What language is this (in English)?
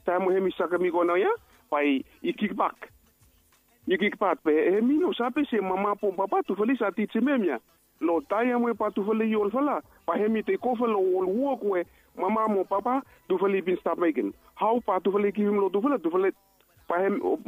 Bislama